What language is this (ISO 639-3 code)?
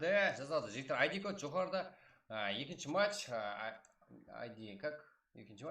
kaa